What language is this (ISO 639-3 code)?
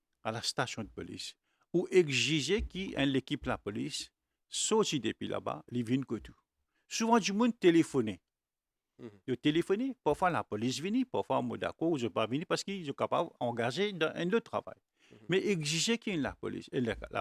mfe